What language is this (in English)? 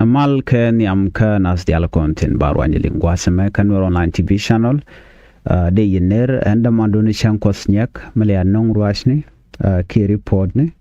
Nuer